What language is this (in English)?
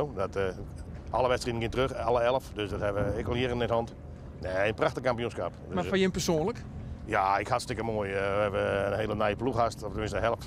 Western Frisian